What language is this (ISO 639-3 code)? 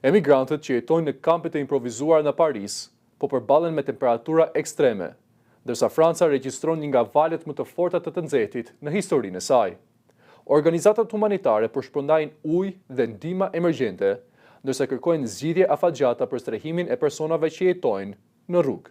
sqi